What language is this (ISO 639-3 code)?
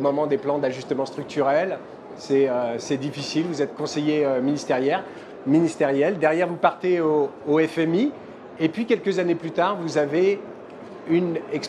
fra